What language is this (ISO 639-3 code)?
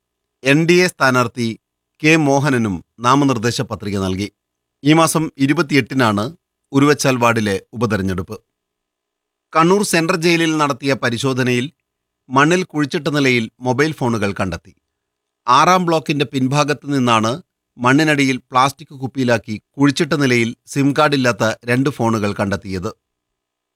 mal